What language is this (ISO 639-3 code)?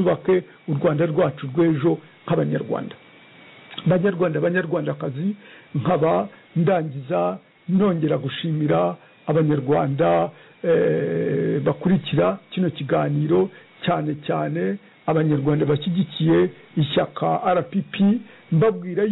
kin